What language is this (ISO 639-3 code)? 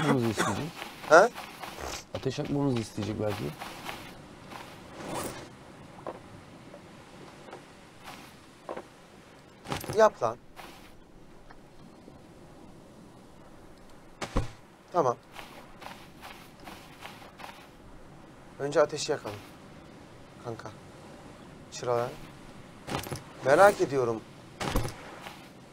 tur